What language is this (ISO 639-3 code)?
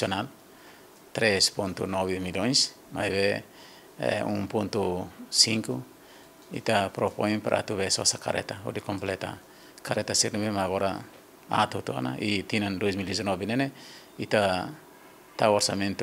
tet